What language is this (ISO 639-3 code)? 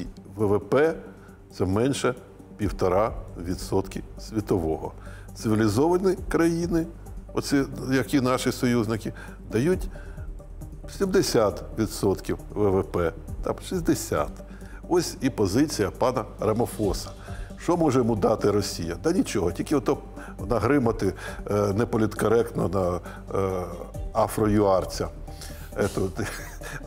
ukr